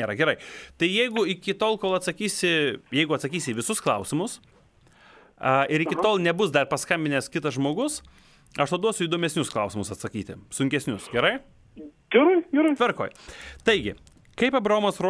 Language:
Lithuanian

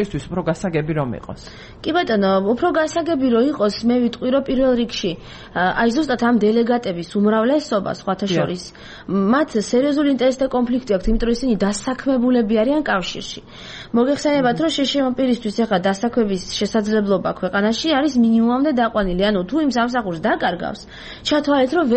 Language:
Georgian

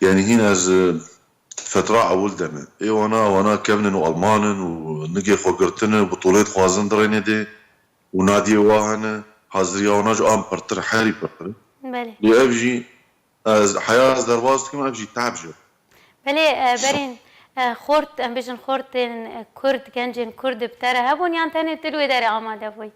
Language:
Kurdish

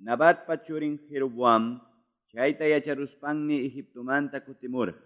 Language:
Quechua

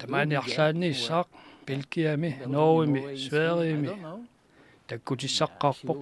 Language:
Kalaallisut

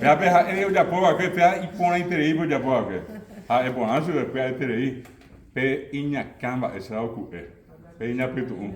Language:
Guarani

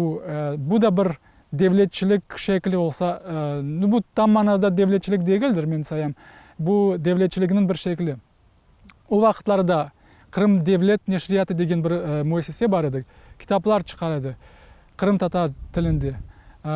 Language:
Crimean Tatar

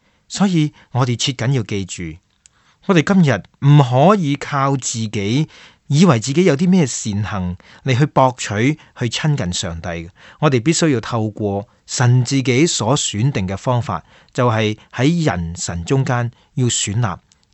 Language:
Cantonese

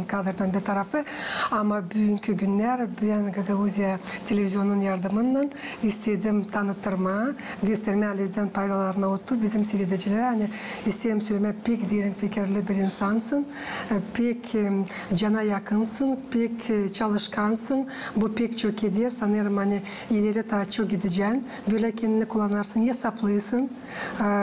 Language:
Gagauz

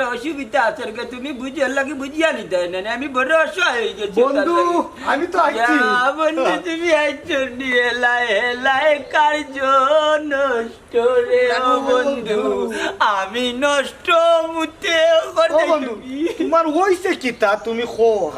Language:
Sylheti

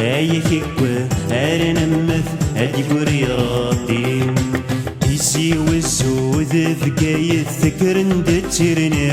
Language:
Kabyle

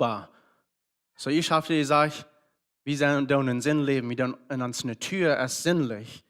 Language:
Plautdietsch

